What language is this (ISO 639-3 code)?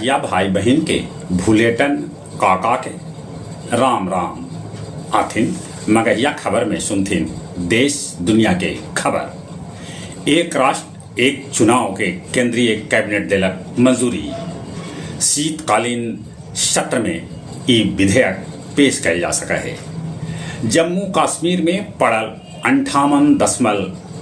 mag